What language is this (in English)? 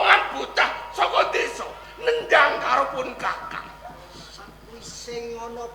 Javanese